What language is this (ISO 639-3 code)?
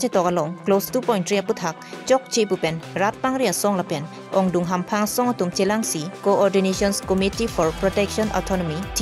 mjw